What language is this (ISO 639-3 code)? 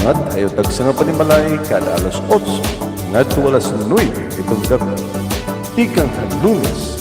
war